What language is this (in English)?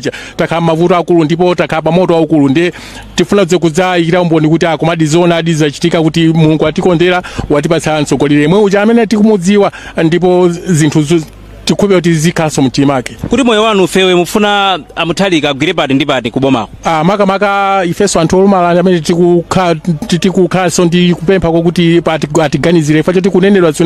Nyanja